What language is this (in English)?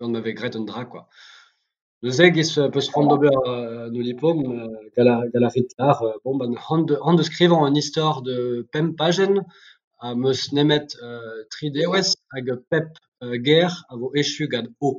Breton